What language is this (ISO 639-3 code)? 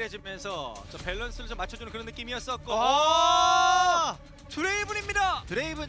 kor